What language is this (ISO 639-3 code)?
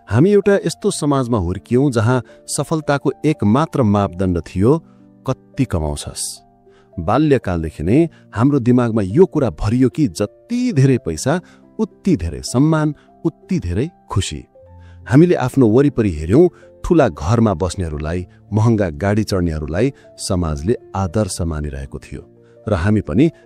nep